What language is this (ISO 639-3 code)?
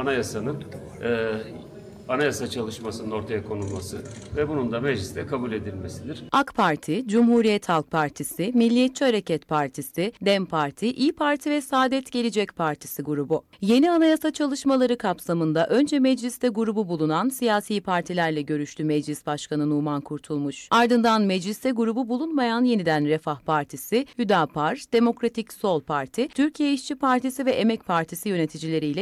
tur